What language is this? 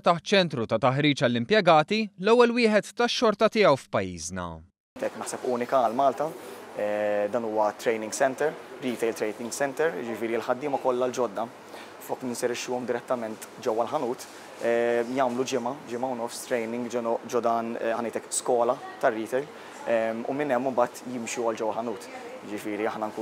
Maltese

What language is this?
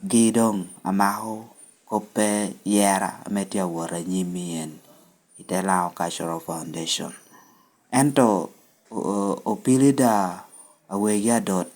Lango (Uganda)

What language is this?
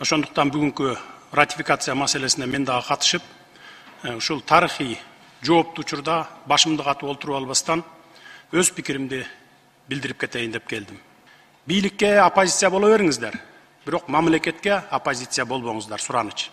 Kyrgyz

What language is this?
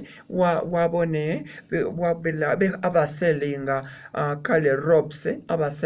Masaaba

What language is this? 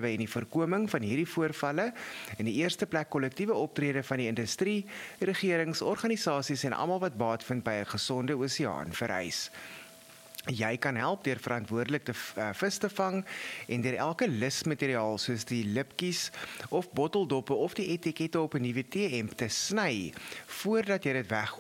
Afrikaans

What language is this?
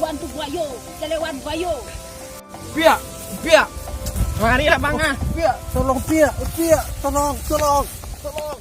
Minangkabau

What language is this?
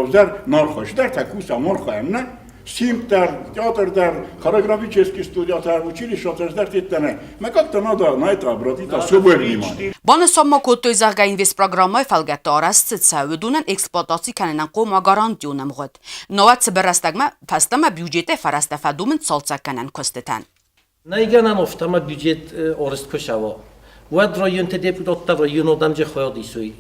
Ossetic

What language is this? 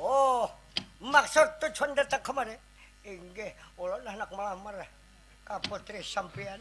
Banjar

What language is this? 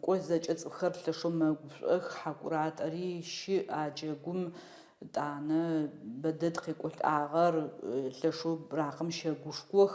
Adyghe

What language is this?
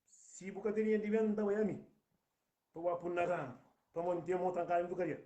Kabuverdianu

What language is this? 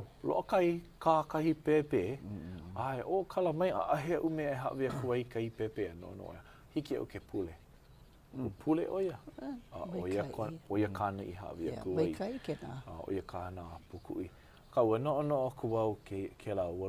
Hawaiian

